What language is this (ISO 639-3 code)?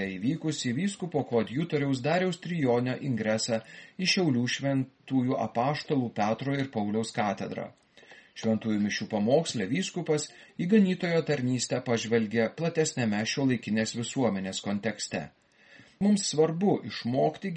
lit